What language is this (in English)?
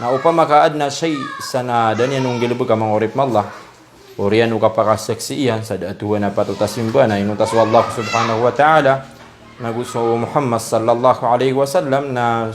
Maranao